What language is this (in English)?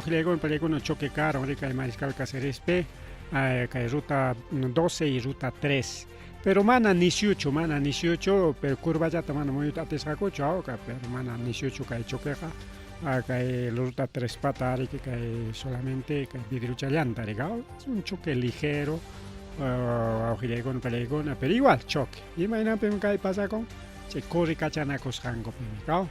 Ayacucho Quechua